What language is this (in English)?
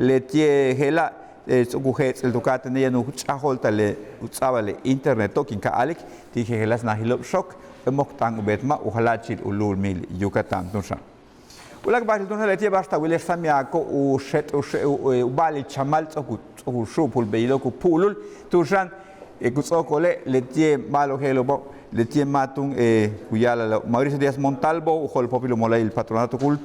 Yucateco